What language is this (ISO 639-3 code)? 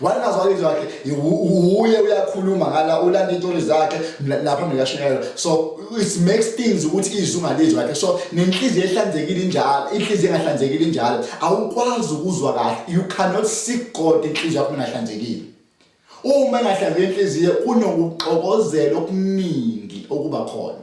zul